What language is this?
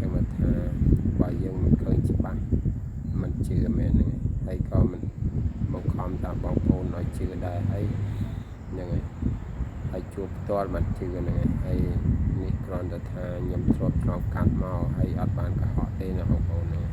Khmer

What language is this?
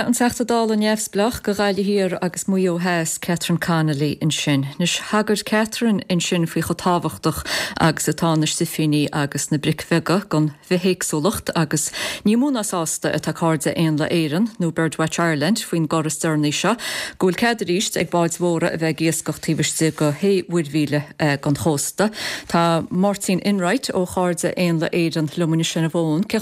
Irish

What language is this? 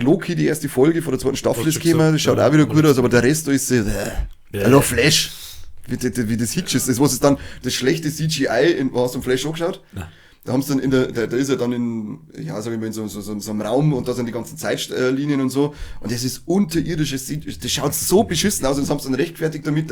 Bavarian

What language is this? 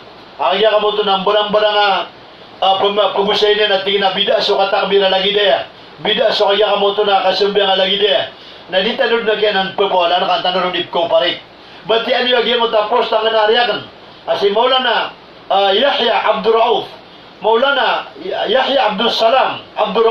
Maranao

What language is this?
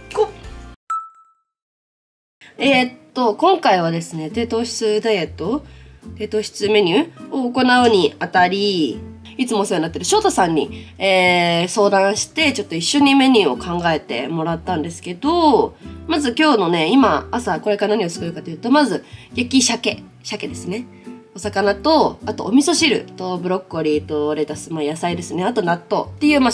Japanese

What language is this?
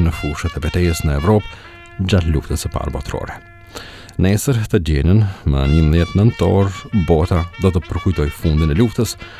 Albanian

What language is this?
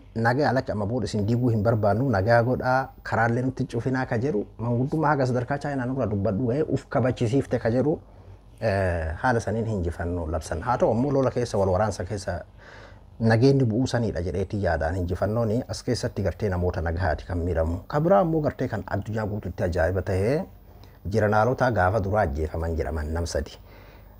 Oromo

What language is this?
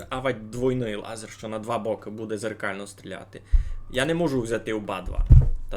Rusyn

